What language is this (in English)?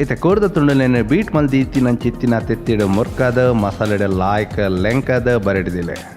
Tulu